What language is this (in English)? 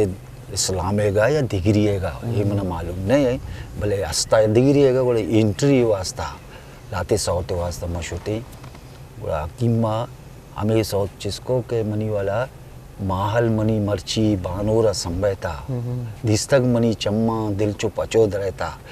Eastern Balochi